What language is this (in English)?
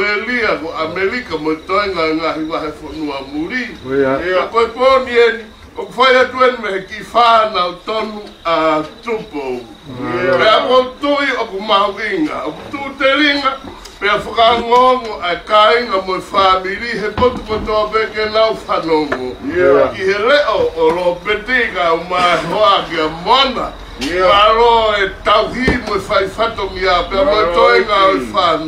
Tongan